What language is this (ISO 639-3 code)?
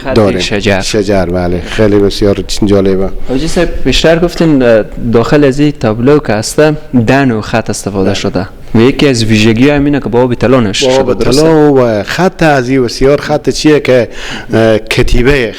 fas